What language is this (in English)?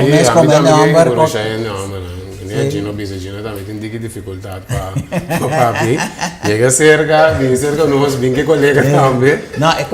Papiamento